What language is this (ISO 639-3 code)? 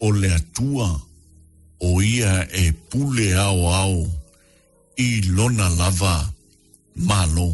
smo